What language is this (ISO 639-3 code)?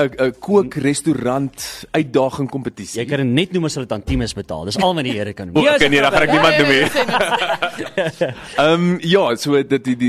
afr